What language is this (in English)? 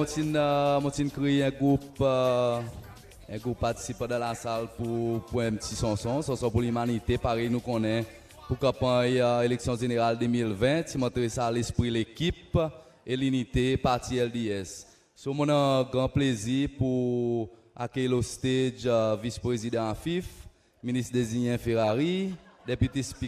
Seselwa Creole French